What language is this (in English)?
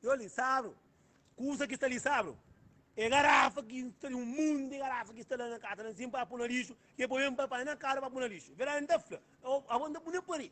Kabuverdianu